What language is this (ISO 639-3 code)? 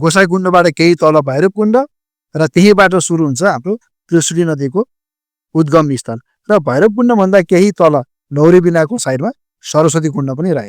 nep